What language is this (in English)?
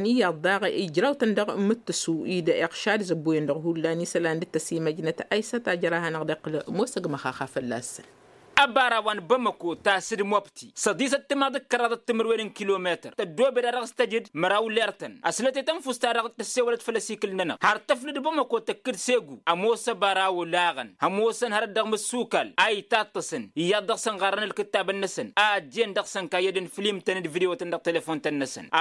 Tamasheq